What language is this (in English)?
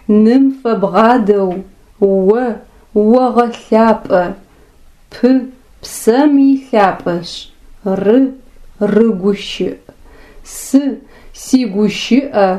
Adyghe